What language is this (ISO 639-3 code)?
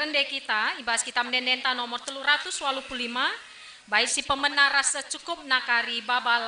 btx